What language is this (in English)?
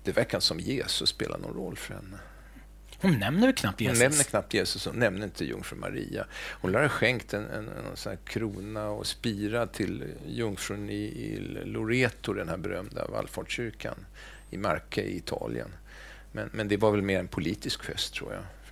Swedish